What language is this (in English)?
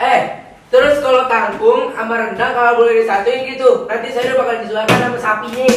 Betawi